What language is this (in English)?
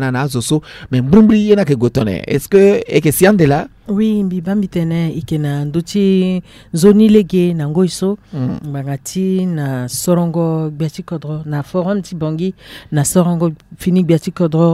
Sango